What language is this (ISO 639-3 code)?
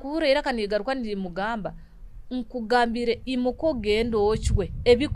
nyo